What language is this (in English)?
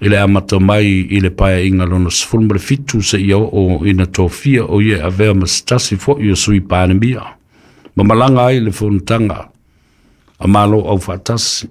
Samoan